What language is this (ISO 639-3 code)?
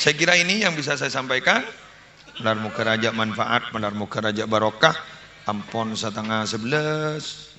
mad